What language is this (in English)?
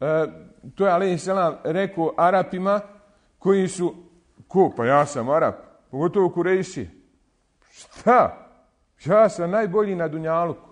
Bosnian